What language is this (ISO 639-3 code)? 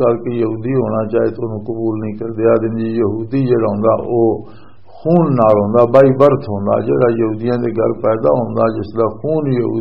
lah